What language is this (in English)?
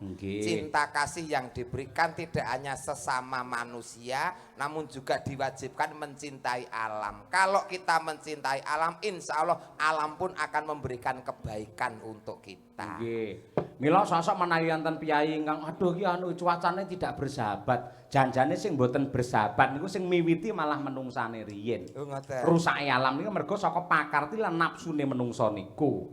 Javanese